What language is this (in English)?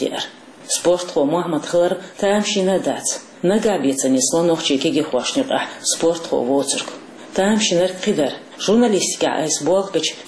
Chechen